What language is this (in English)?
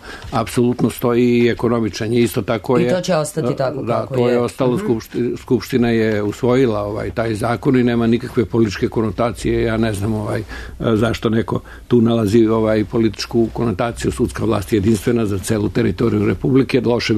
Serbian